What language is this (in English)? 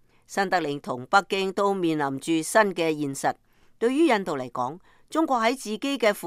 Cantonese